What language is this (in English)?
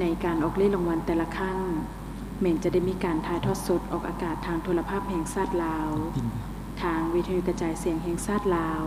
Lao